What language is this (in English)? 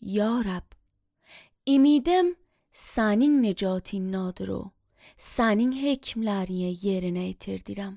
Azerbaijani